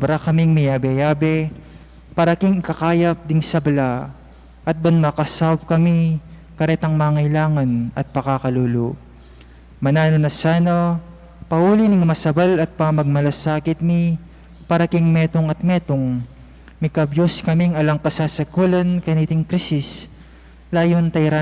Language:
Pampanga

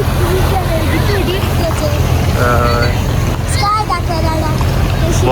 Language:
Konkani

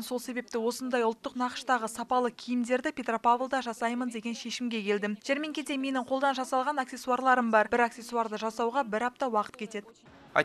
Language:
Kazakh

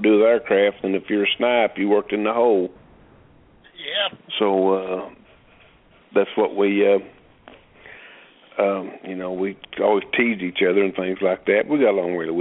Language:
English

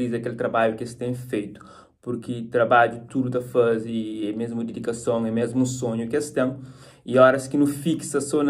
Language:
Kabuverdianu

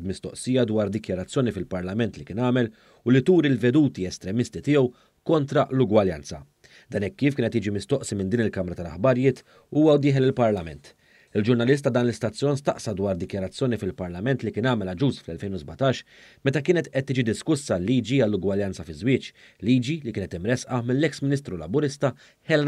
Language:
Maltese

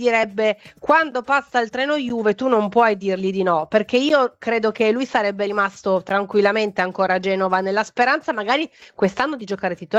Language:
Italian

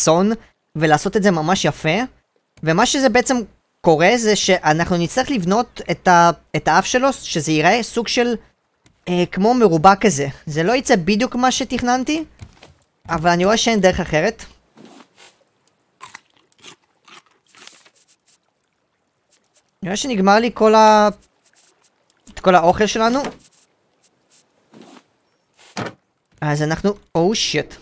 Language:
Hebrew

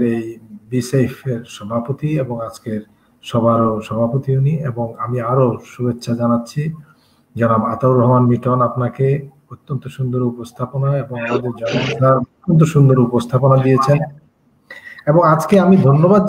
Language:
Bangla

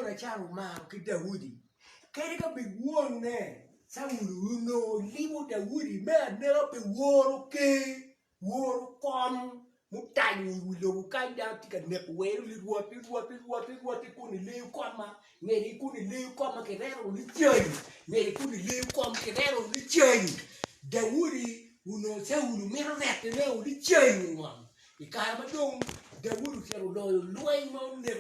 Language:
Acoli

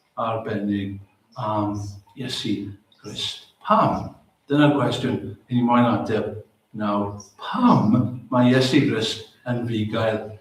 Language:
Welsh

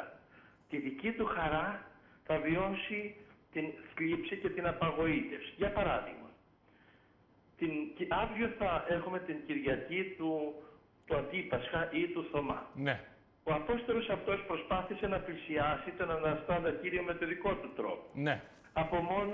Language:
Greek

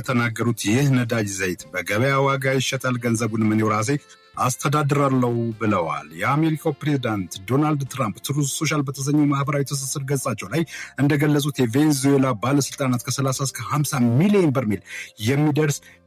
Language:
Amharic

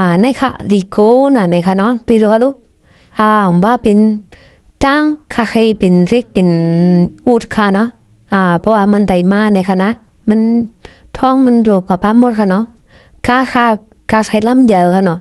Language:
Shan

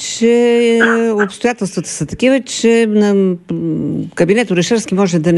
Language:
Bulgarian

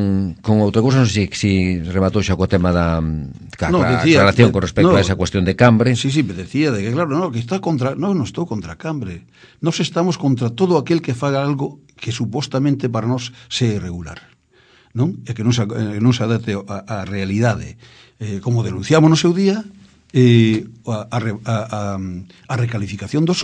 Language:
Galician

